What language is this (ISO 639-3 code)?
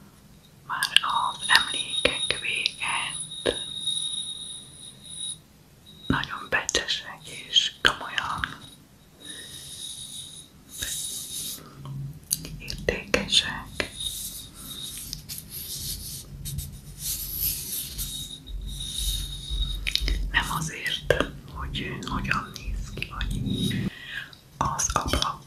hun